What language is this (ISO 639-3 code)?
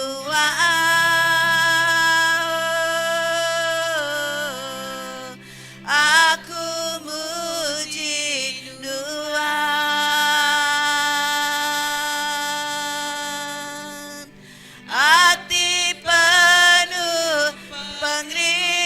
iba